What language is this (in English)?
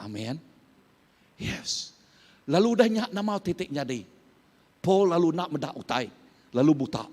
Iban